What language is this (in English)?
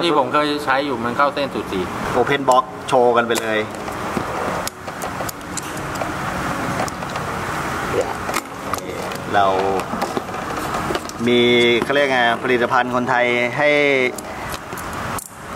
Thai